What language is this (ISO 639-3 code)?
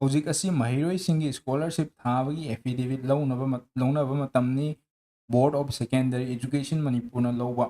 mni